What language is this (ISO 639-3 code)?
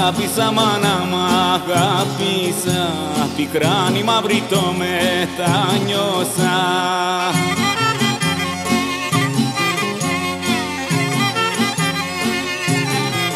ell